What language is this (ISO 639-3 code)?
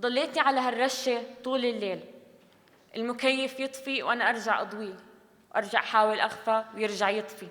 apc